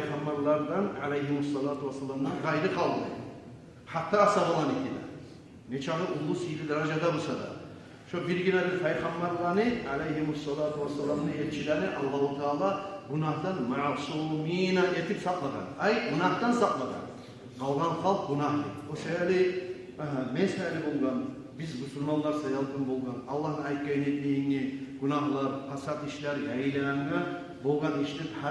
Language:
Kumyk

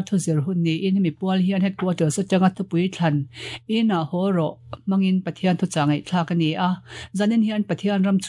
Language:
Mizo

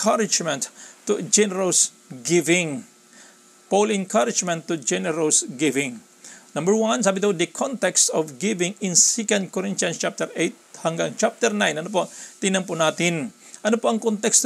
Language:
Filipino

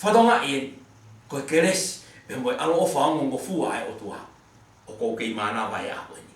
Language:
Tongan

